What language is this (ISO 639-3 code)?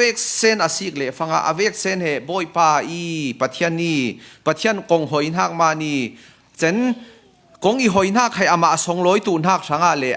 cfm